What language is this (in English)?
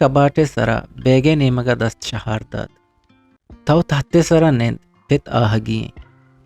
Eastern Balochi